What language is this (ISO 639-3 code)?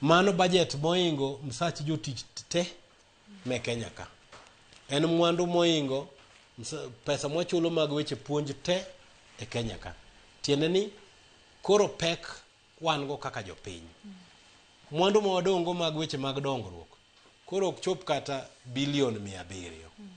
luo